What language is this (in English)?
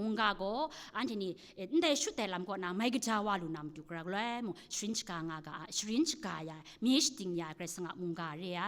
Kachin